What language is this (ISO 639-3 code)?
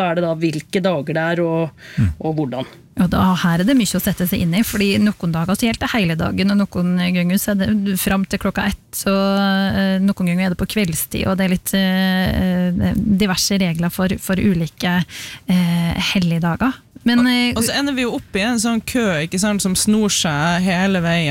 nor